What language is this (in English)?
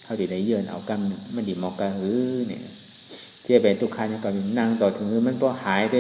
Shan